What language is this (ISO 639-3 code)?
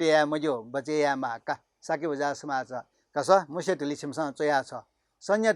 new